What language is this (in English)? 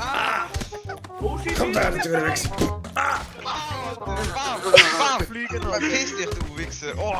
Swiss German